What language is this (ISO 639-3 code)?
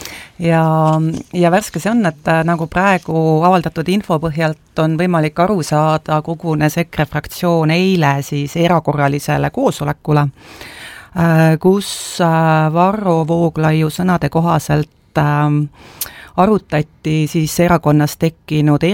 est